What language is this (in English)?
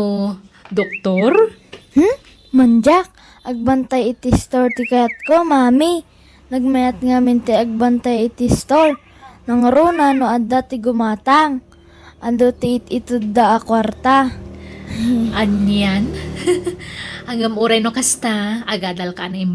Iloko